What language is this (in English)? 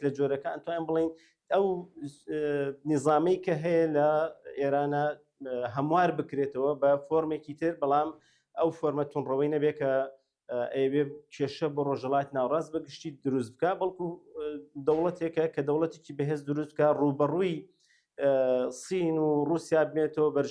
Central Kurdish